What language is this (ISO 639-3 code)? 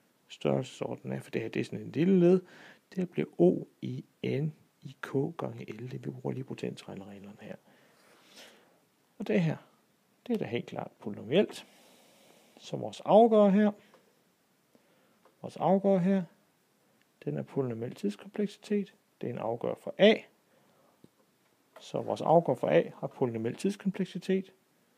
dan